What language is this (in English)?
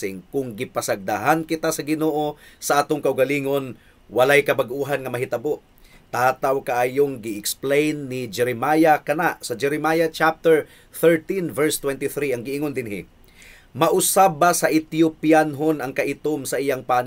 Cebuano